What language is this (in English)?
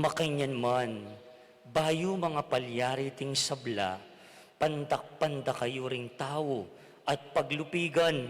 Pampanga